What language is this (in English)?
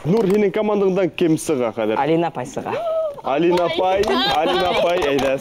Bashkir